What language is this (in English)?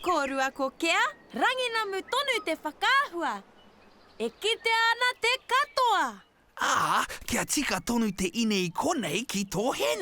Māori